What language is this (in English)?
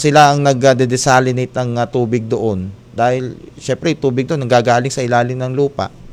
Filipino